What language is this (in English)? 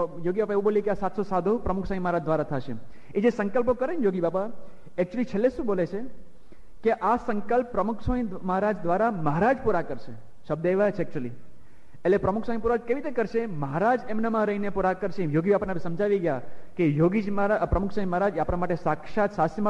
Gujarati